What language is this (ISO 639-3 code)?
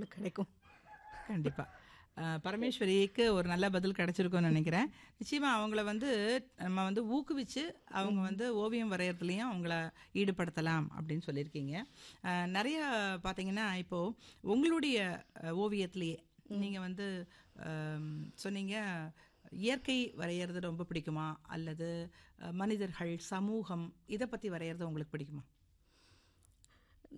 tam